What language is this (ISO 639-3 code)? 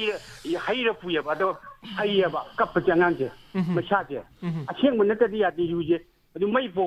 mni